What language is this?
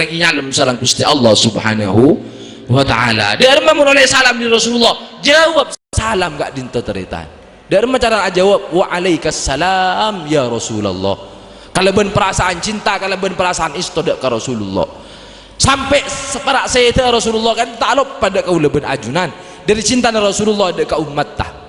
Madurese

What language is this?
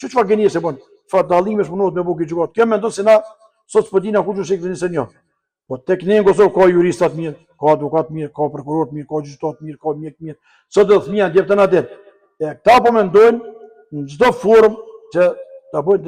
Albanian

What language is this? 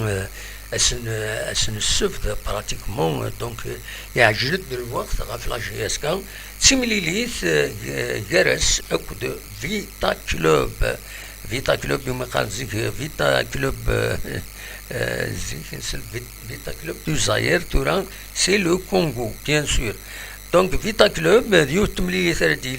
Kabyle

